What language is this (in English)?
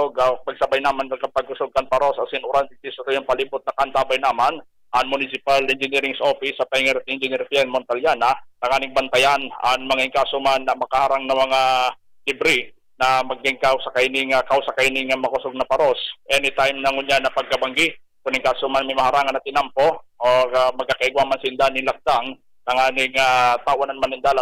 Bikol